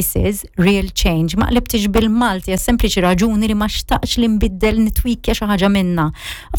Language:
Maltese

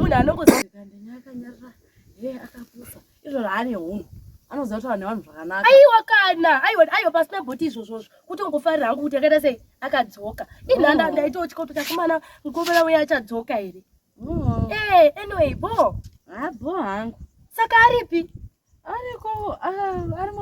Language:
Shona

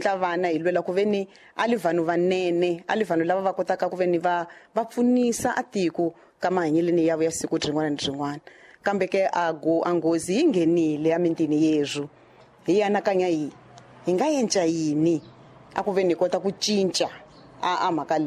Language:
Tsonga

